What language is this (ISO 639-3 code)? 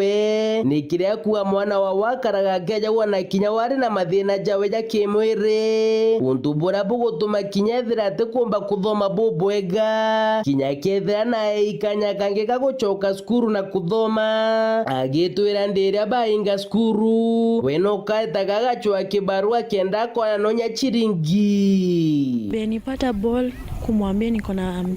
mer